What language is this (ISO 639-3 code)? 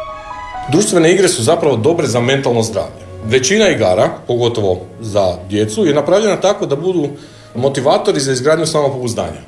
hrv